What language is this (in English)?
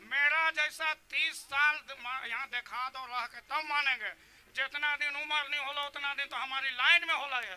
Sadri